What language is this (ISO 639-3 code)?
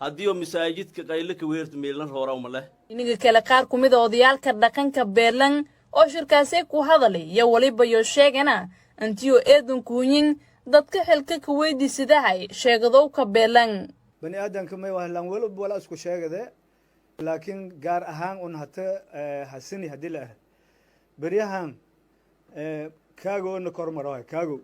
som